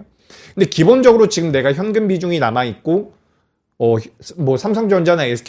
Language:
Korean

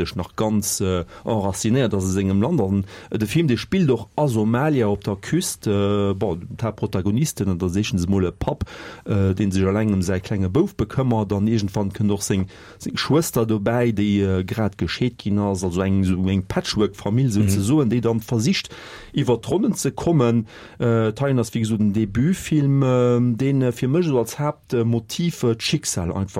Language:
Luxembourgish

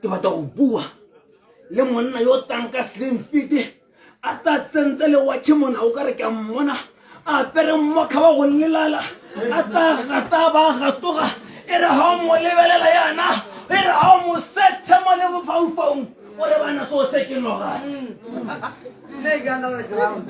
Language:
Tswana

